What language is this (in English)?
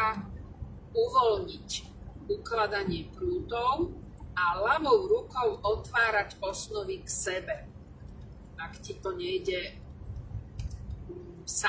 Slovak